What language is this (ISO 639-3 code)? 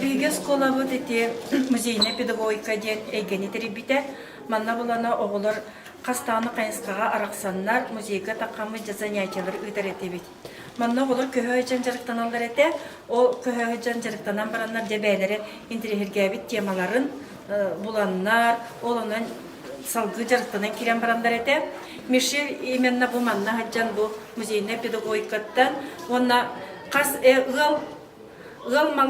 sah